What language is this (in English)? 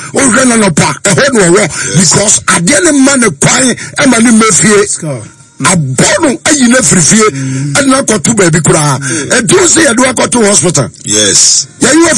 Akan